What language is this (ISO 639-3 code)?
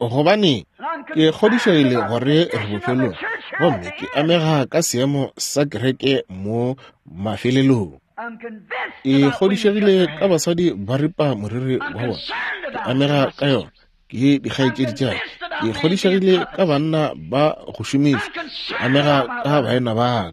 nso